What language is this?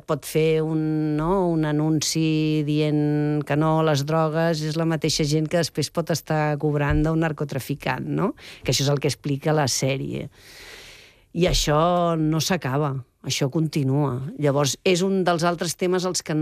Catalan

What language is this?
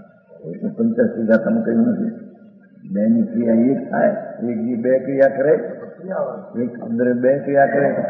Gujarati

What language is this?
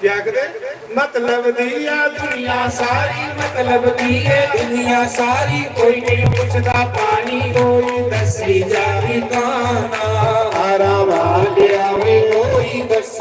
Dogri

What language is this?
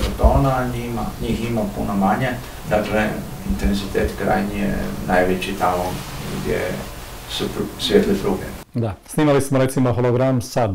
Croatian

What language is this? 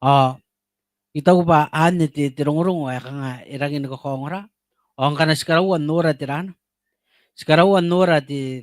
Gilbertese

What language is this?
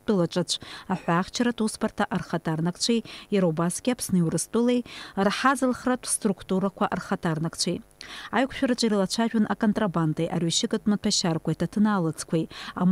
Abkhazian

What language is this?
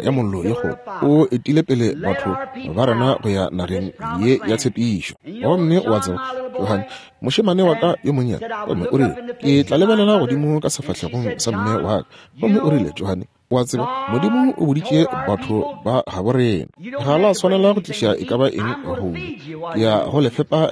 Northern Sotho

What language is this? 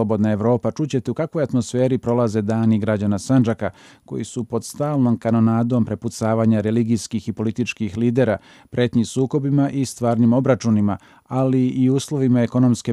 Serbian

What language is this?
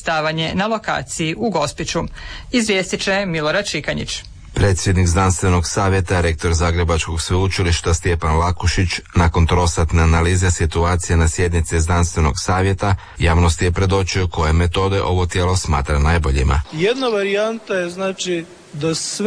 Croatian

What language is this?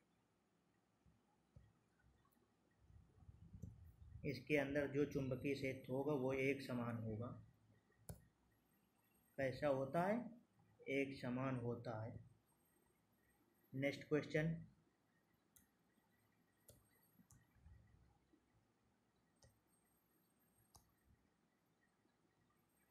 Hindi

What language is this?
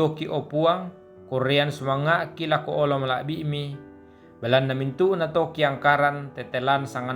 Toraja-Sa'dan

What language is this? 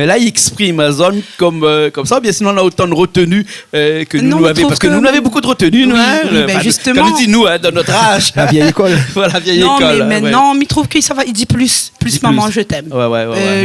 Réunion Creole French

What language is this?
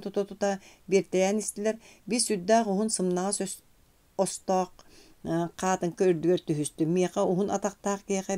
Yakut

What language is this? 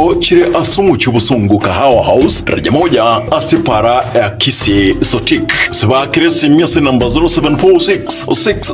Gusii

